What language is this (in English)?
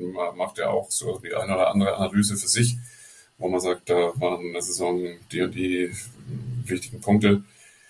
German